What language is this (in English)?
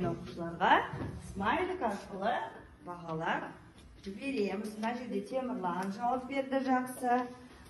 Kazakh